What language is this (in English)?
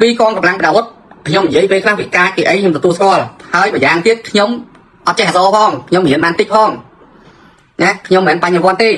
Khmer